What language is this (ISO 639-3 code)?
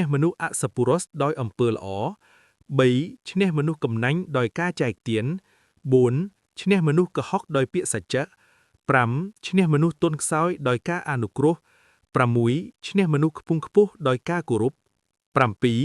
khm